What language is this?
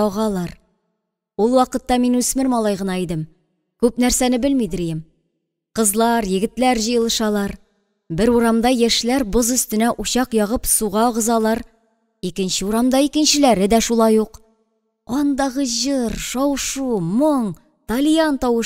Tatar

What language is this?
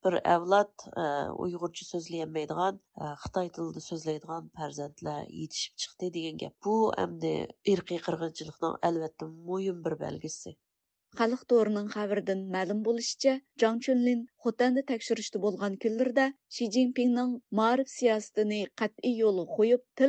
Uyghur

